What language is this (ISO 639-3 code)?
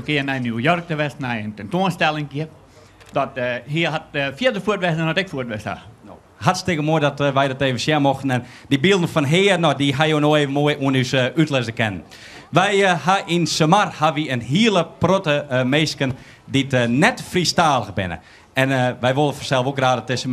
fry